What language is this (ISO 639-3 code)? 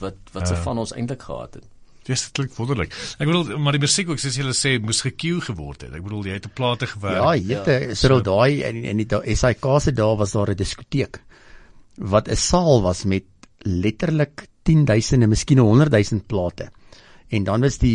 afr